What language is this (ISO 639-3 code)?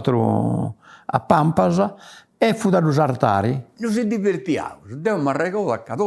srd